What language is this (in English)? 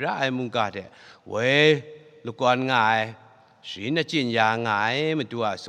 Kachin